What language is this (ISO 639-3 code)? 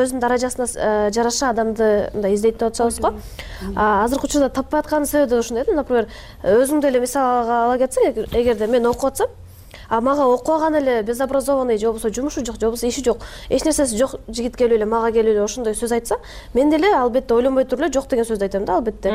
kir